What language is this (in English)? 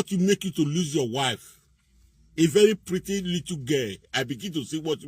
Nigerian Pidgin